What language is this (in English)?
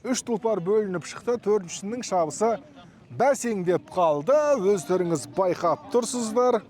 Kazakh